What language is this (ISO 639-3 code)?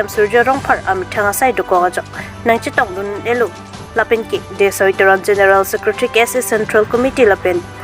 mjw